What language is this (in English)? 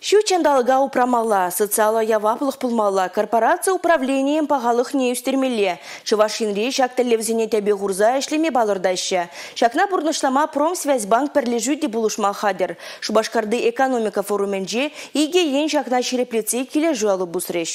Chuvash